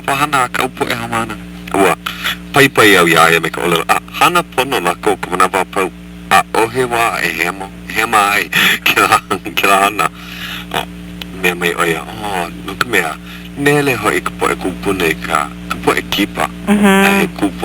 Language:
Hawaiian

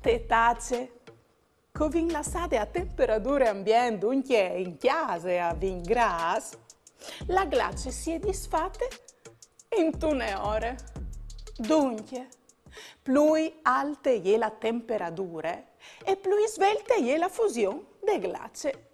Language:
Friulian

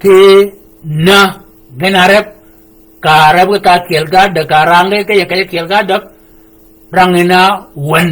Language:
Shilluk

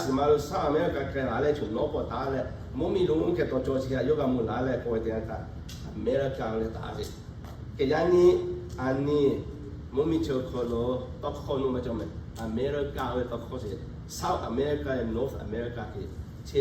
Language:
Lahu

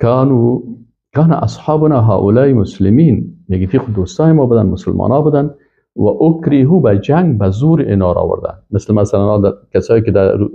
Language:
Persian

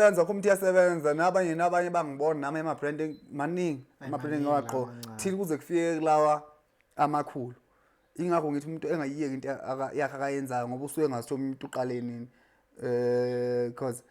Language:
Zulu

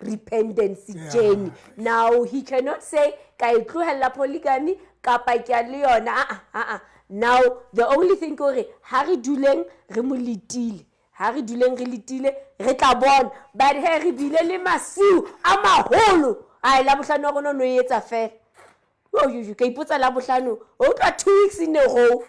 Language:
Southern Sotho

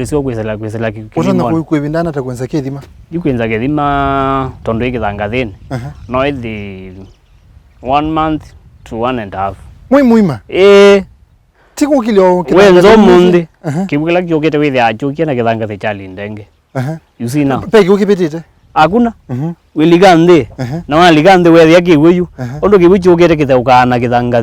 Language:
Kamba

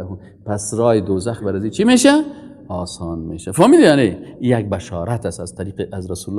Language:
Persian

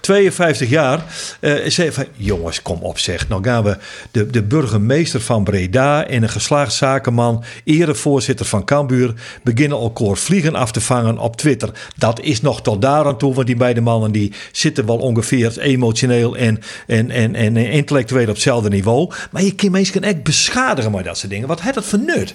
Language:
Western Frisian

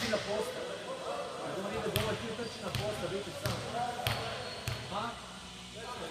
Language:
Croatian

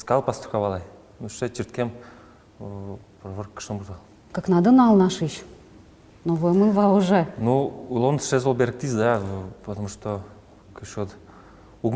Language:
Udmurt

